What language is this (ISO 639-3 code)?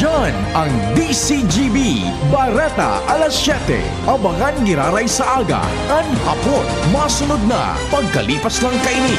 bik